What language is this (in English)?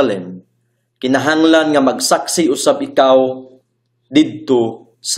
Cebuano